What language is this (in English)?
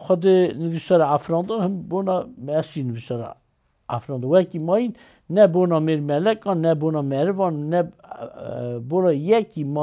Kurdish